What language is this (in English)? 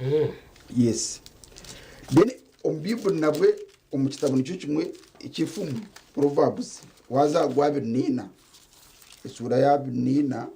Nyankole